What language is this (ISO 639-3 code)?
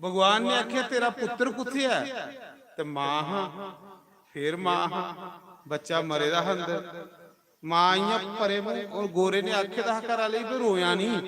doi